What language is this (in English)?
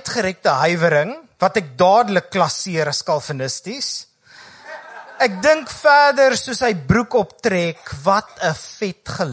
Afrikaans